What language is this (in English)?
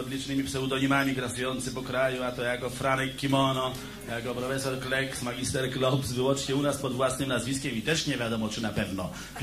Polish